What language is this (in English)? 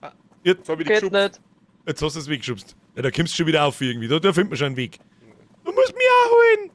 Bavarian